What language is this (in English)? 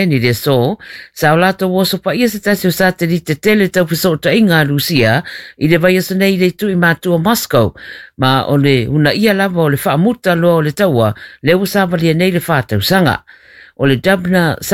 Samoan